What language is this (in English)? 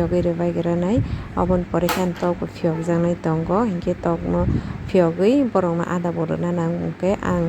Kok Borok